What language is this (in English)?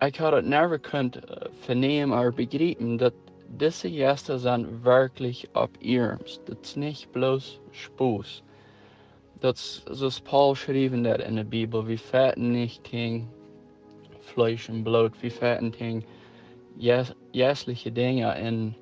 Plautdietsch